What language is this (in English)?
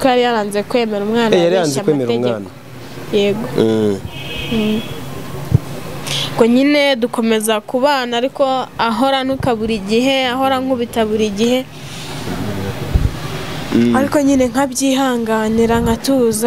Kinyarwanda